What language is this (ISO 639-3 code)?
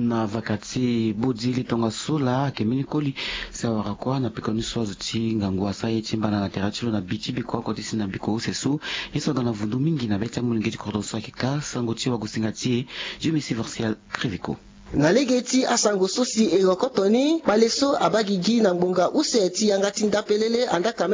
sag